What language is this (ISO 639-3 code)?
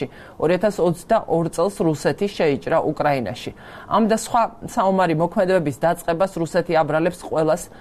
kat